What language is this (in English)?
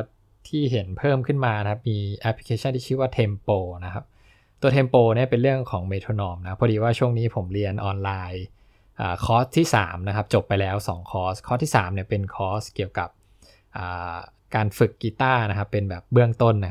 Thai